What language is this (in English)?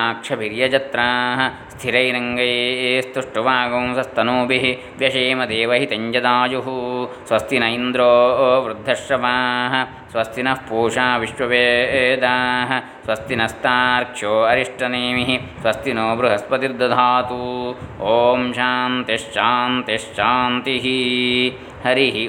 Sanskrit